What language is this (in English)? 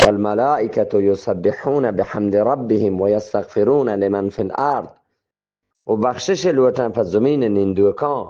Eastern Balochi